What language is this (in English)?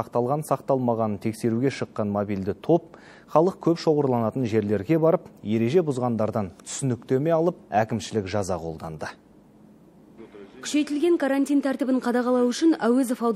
Kazakh